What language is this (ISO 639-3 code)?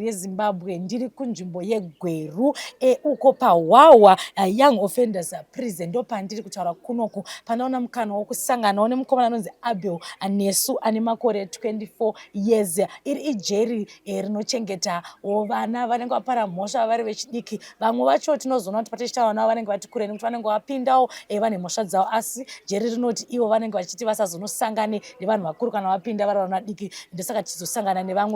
sna